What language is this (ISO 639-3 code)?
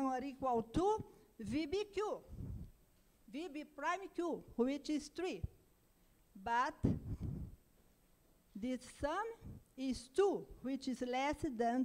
eng